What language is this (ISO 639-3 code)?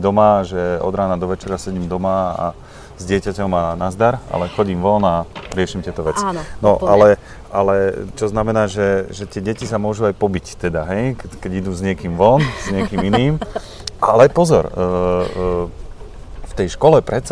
slk